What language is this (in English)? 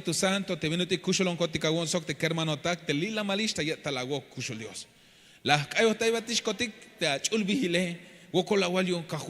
Tzeltal